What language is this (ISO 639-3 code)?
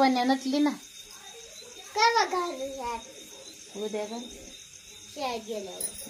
mar